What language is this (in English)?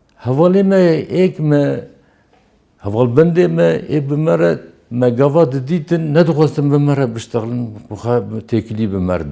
Kurdish